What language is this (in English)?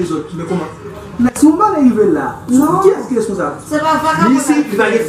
Haitian Creole